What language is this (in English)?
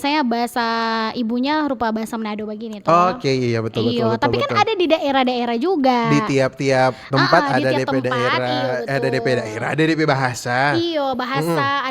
Manado Malay